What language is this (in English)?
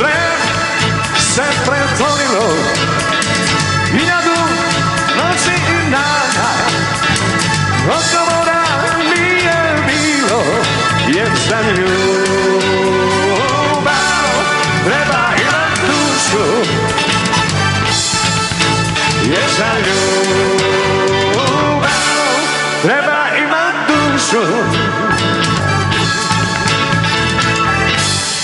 Serbian